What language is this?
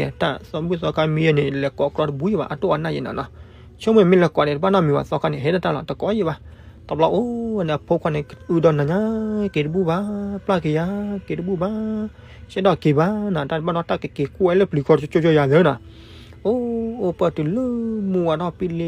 S'gaw Karen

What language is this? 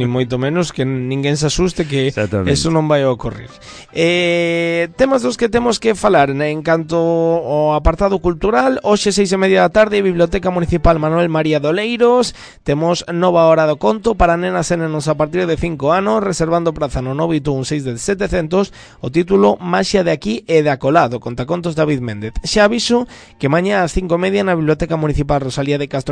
Galician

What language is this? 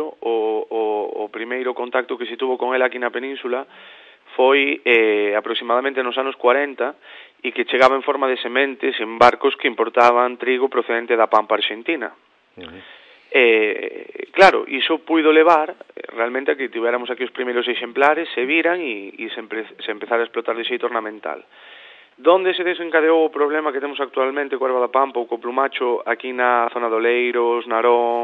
Galician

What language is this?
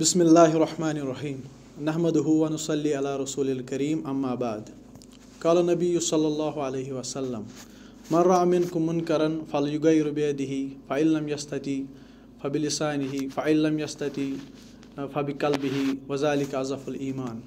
Kashmiri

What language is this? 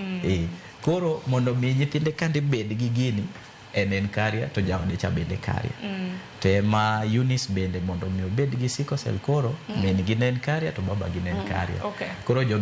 Luo (Kenya and Tanzania)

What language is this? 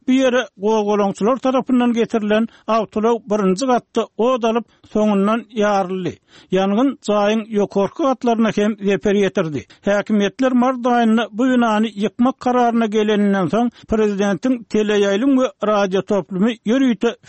Turkmen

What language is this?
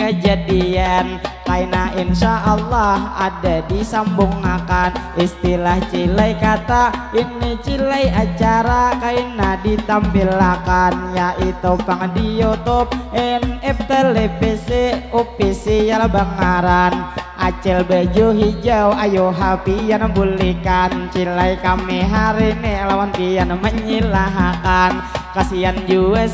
Banjar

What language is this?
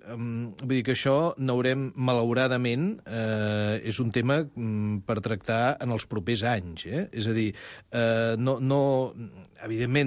Catalan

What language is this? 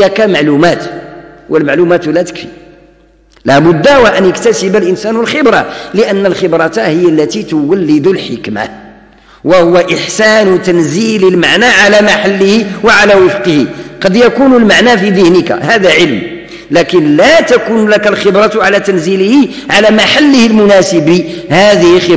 Arabic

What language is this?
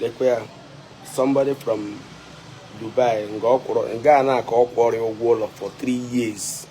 Igbo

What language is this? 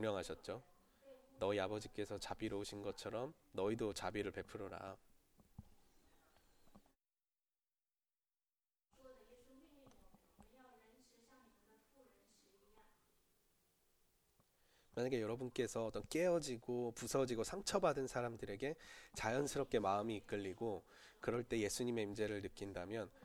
Korean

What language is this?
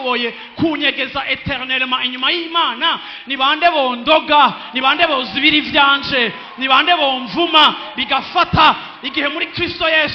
Rundi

